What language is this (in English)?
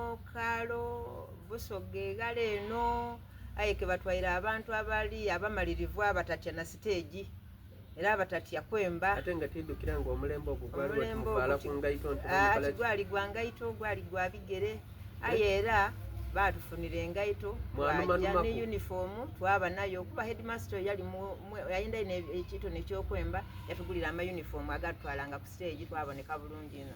Soga